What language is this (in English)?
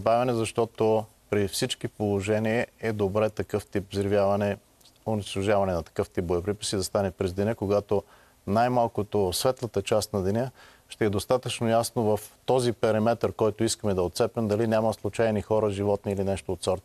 Bulgarian